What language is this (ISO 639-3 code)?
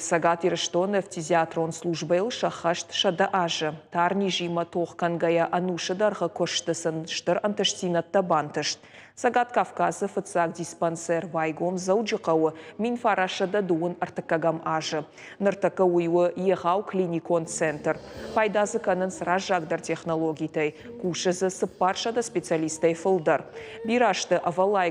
oss